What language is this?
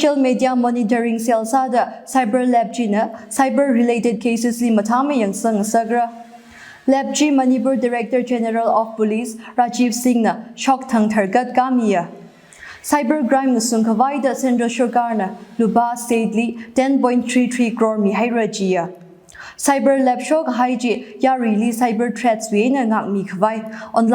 Tangkhul Naga (India)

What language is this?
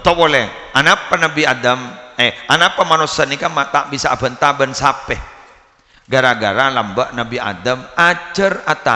Madurese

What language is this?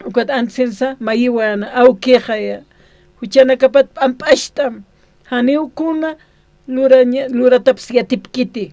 Aymara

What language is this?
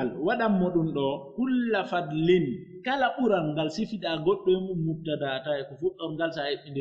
Pular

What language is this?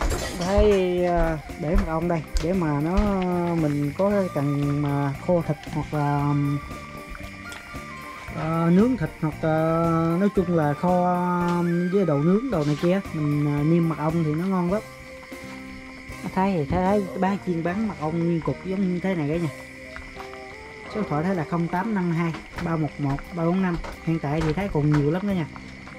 Vietnamese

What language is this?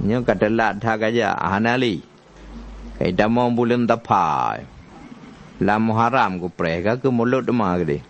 Achinese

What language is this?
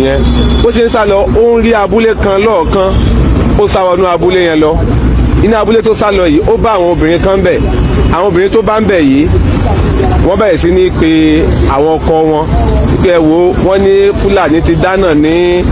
Yoruba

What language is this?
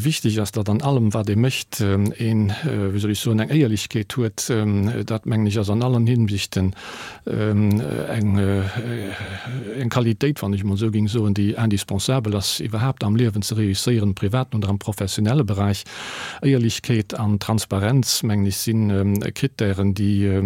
Luxembourgish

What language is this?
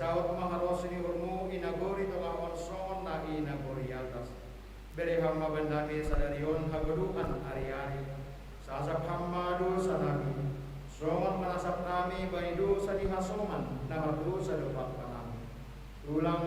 Batak Simalungun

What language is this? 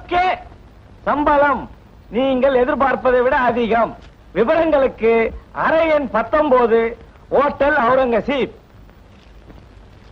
Tamil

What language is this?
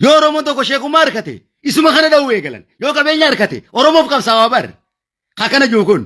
Oromo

